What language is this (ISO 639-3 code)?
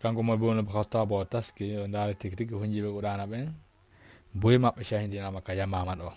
ful